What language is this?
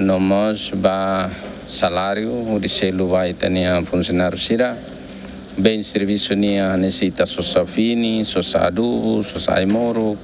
Tetum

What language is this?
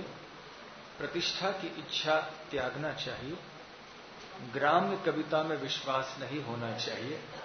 Hindi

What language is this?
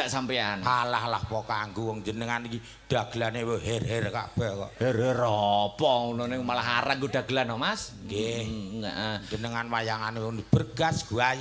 Javanese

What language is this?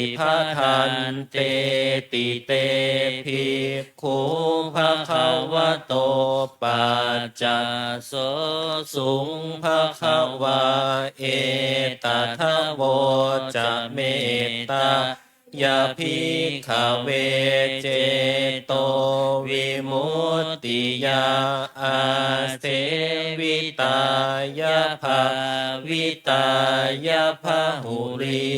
Pali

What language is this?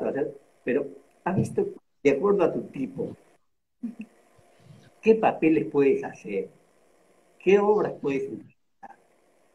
Spanish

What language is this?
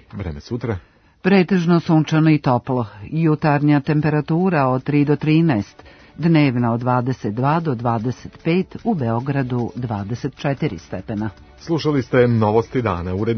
Serbian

